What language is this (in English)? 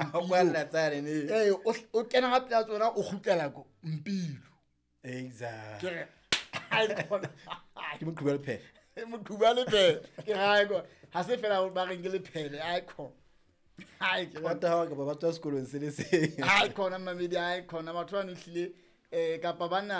Southern Sotho